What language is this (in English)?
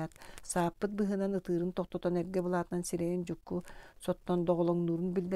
Yakut